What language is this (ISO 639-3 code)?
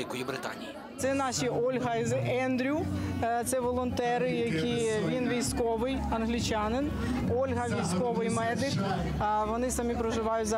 ukr